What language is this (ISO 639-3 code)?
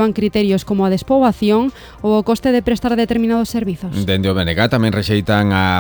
glg